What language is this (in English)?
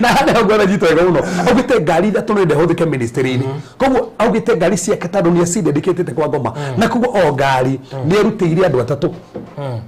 Kikuyu